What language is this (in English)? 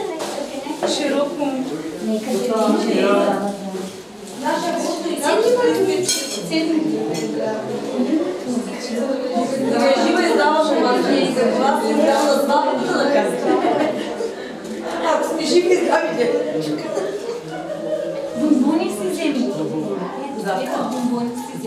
Bulgarian